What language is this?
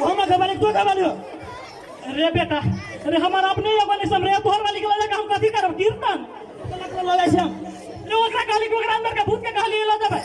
Maithili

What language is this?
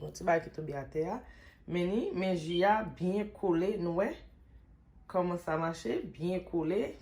Haitian Creole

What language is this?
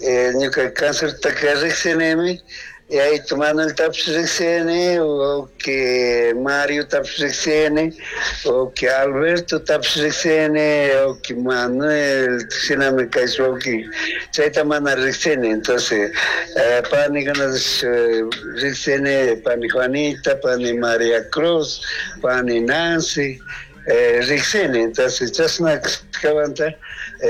Chimborazo Highland Quichua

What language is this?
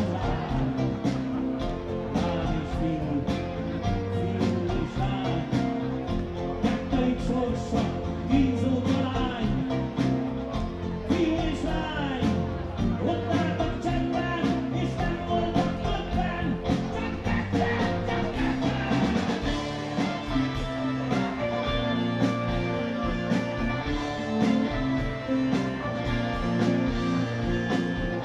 Hungarian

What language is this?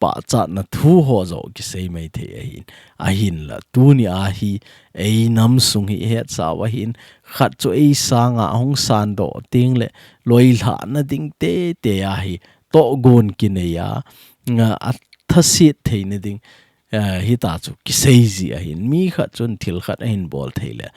Thado Chin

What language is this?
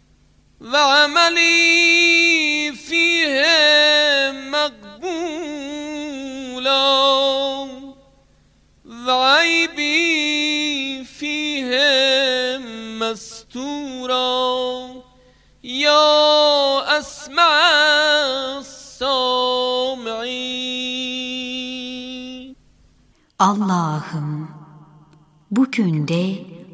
Turkish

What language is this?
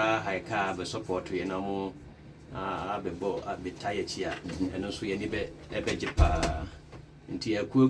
Akan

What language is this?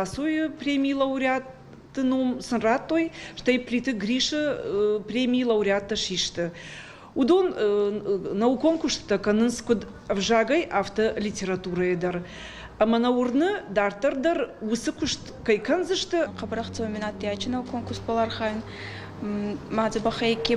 Ossetic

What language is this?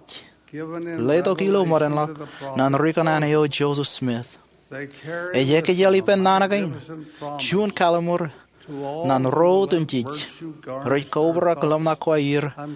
Marshallese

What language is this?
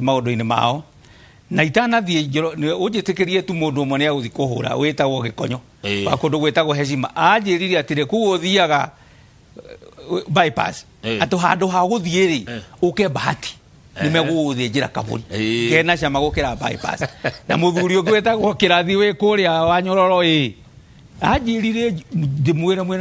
Kikuyu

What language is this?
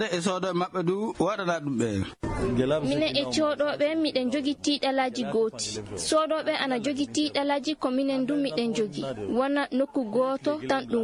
Fula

